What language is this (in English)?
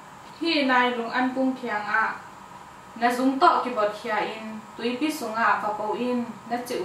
Tedim Chin